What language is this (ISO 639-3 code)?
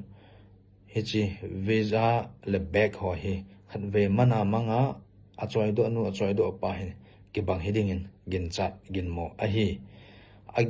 tcz